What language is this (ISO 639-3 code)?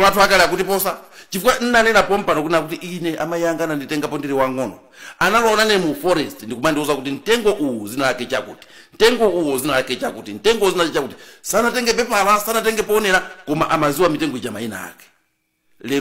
nya